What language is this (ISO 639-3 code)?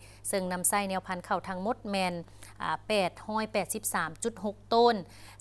lao